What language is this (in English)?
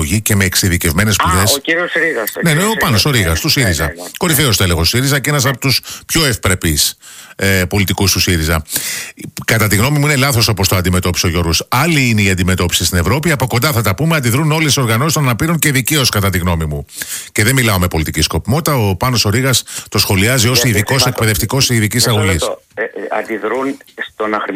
Greek